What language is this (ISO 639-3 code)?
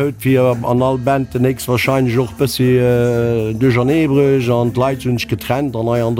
ltz